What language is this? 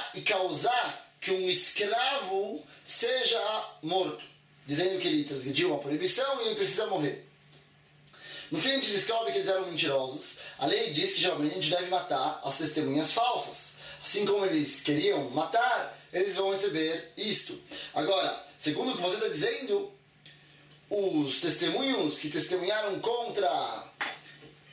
Portuguese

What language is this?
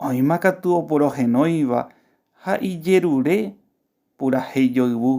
Guarani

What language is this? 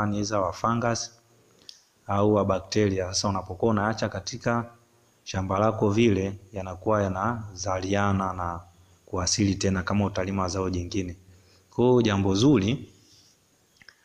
Swahili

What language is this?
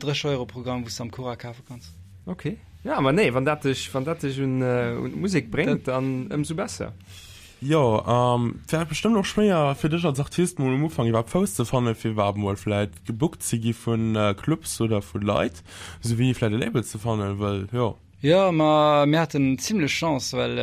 Luxembourgish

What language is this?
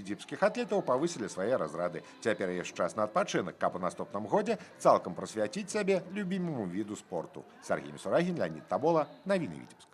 Belarusian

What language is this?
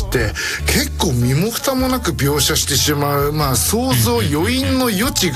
Japanese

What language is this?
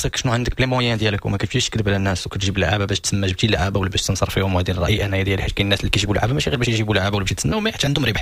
Moroccan Arabic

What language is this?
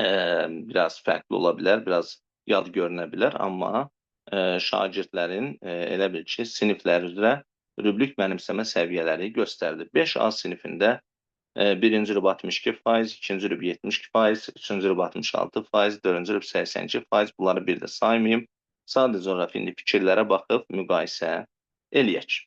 Azerbaijani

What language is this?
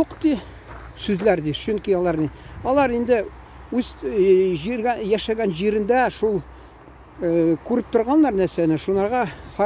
Tatar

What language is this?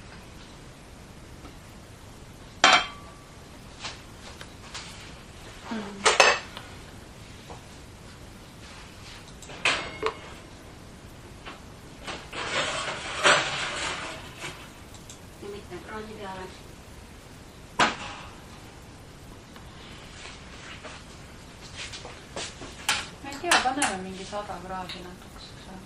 Estonian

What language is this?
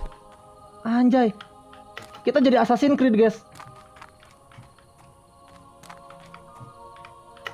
Indonesian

